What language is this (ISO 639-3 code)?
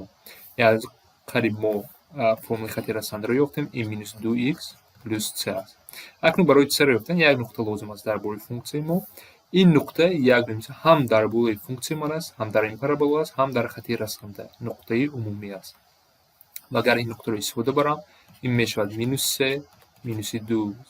tgk